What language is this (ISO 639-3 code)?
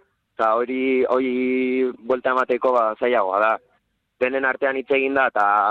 eus